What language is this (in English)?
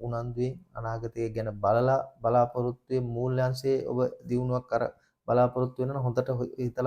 Sinhala